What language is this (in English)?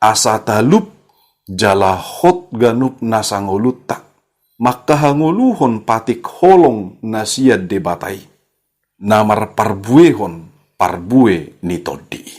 Batak Toba